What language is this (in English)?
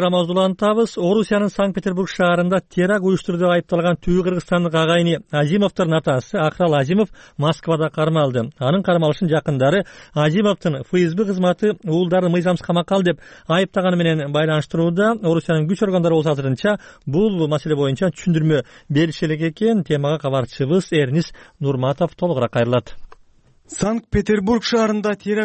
Kyrgyz